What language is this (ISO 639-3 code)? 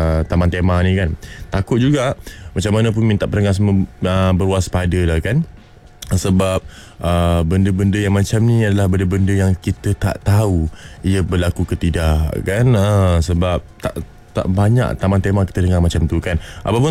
msa